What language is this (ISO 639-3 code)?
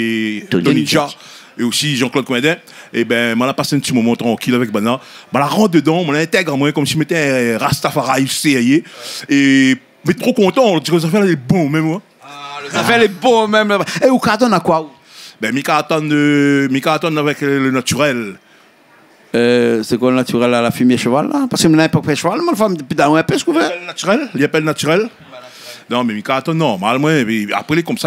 rcf